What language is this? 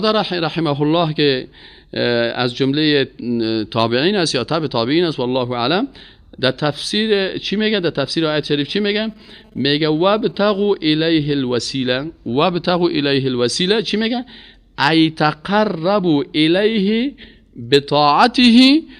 Persian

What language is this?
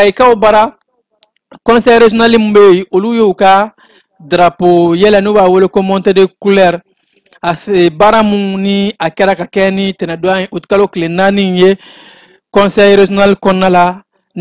Bambara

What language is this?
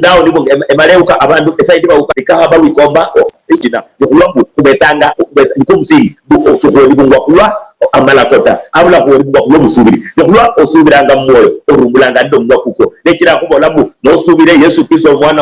Luyia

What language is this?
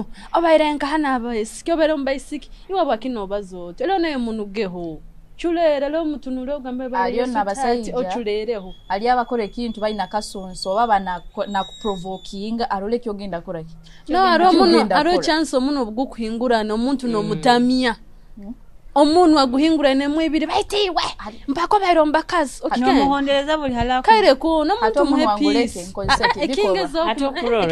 Nyoro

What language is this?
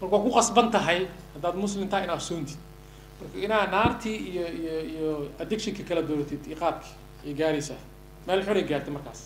Somali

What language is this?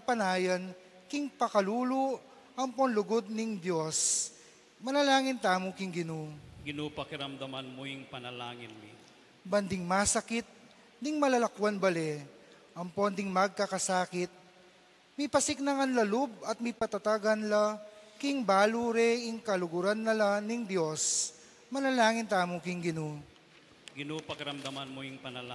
Pampanga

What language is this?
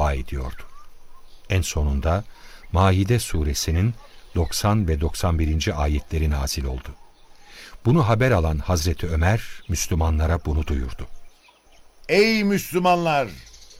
Turkish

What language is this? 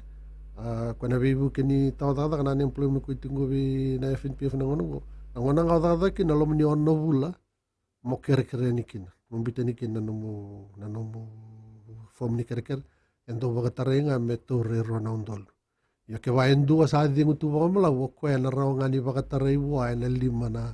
Fijian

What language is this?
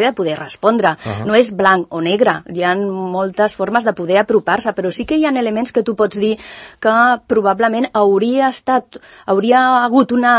Catalan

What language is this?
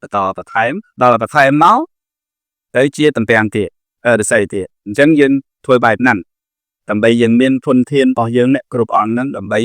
Khmer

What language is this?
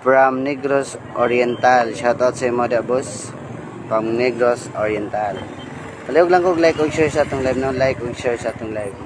Cebuano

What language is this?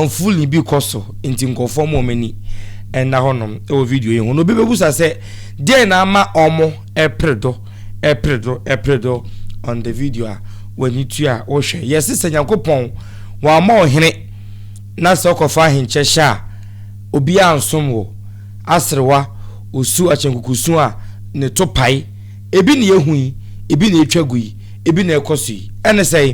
Akan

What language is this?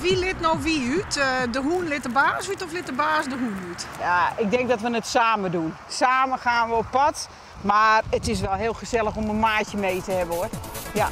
Western Frisian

